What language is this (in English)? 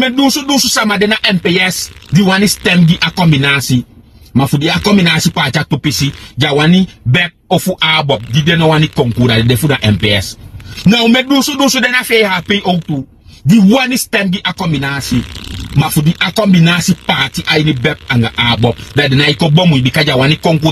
Sranan Tongo